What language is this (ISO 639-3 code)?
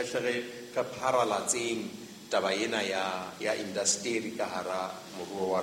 sot